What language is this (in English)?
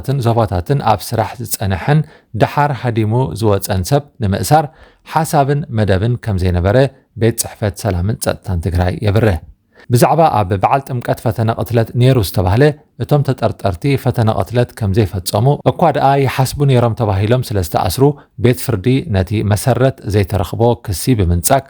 Tigrinya